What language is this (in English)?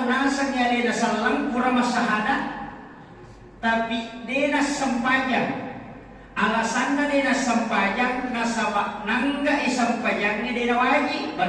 Buginese